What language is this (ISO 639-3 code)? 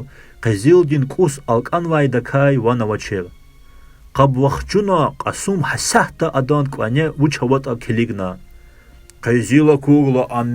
lez